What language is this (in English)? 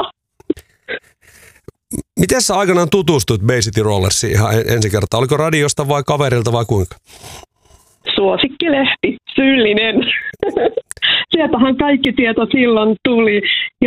Finnish